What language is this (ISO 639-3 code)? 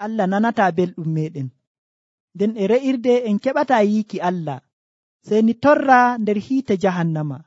fuv